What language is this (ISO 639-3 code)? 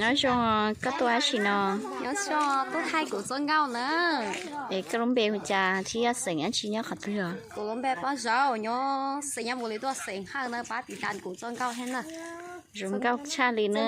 hmn